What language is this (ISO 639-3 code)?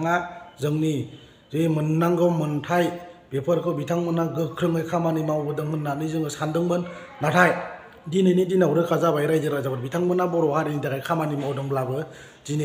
brx